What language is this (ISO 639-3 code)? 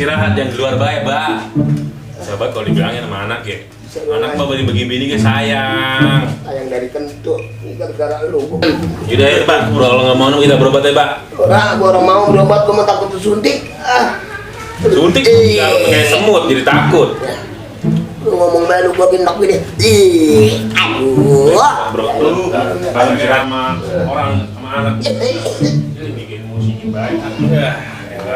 bew